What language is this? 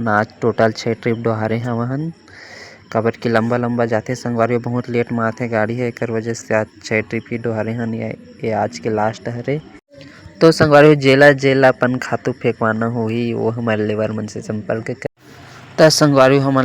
Chhattisgarhi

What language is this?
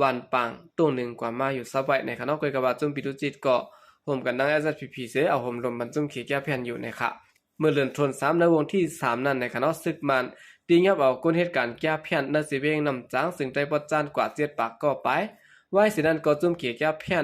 Shan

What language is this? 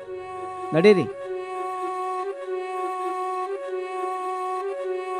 Kannada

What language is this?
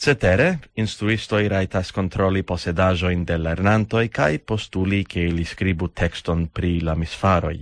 Esperanto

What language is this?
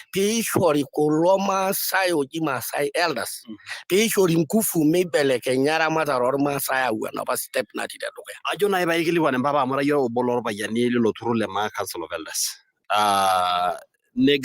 Masai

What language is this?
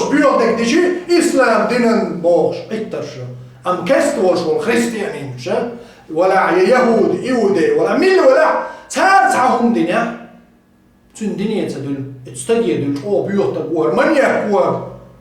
Chechen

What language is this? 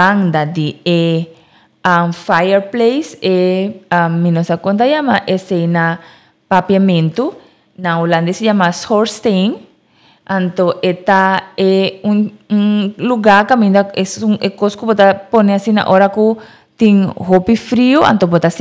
Papiamento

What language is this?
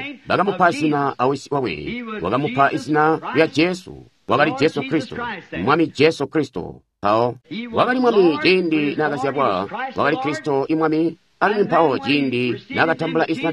Tonga (Zambia)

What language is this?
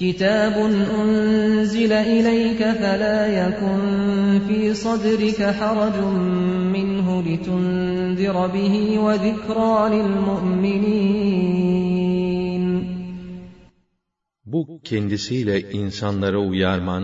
Turkish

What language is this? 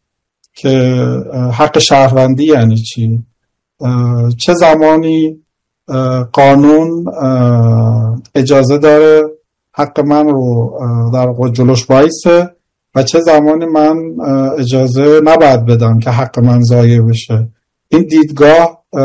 Persian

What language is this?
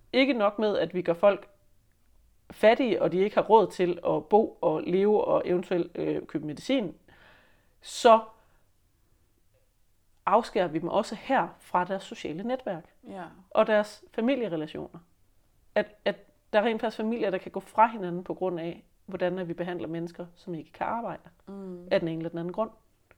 Danish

